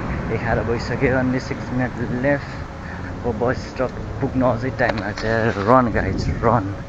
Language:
Nepali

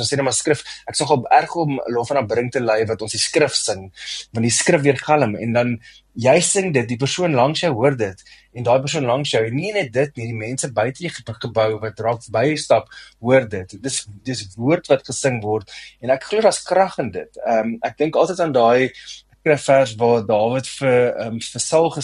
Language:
Afrikaans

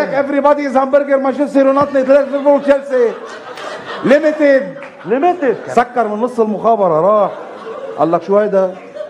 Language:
North Levantine Arabic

